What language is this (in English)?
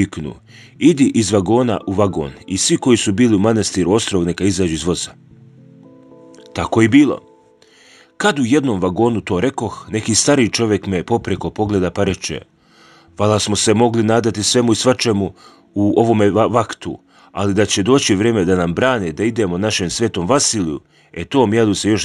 Serbian